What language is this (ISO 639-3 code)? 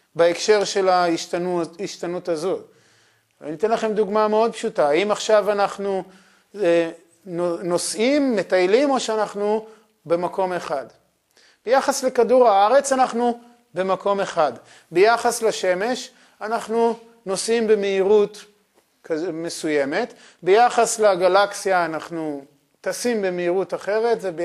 heb